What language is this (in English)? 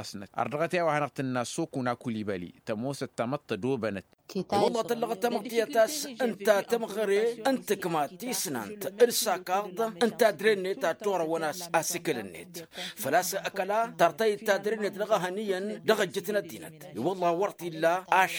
Tamasheq